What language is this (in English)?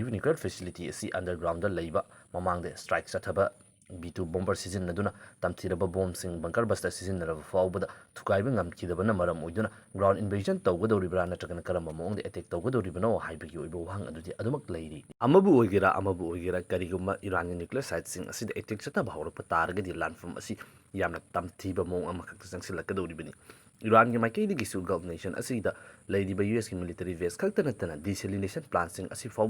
Manipuri